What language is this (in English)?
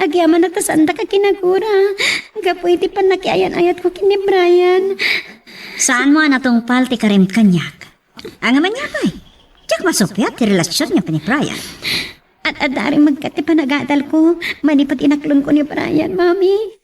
Iloko